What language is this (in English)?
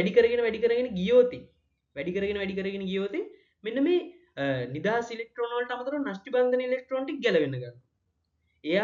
Sinhala